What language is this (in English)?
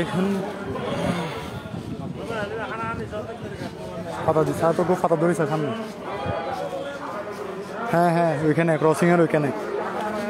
Bangla